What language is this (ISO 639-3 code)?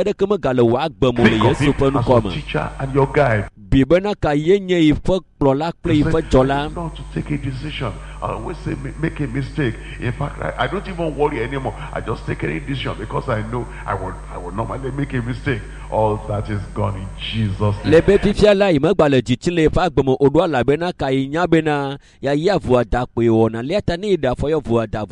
ewe